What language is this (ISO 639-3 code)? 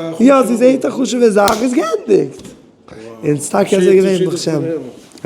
yid